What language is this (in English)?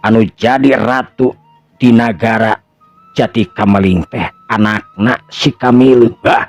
Sundanese